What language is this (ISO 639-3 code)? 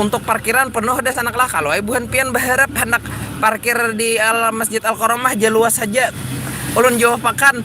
bjn